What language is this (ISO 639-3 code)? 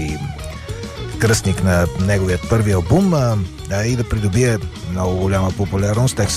bul